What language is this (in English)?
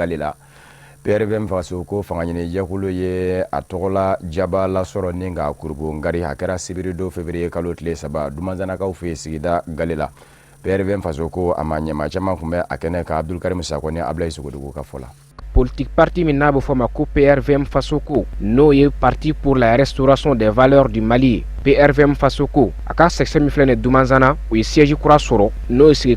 Bambara